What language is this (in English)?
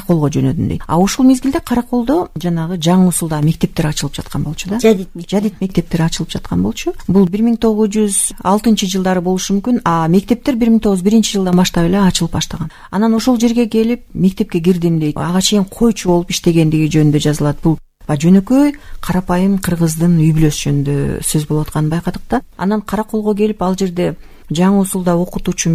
Kyrgyz